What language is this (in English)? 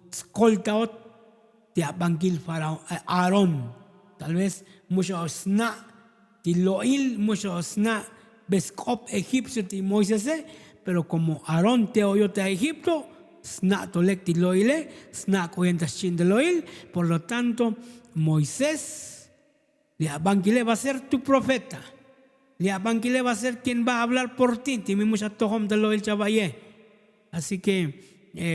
Tzotzil